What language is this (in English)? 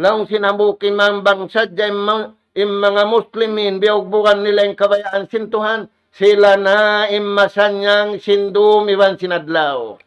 Tausug